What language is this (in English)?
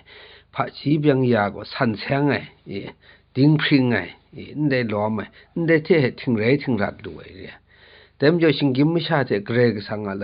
Kachin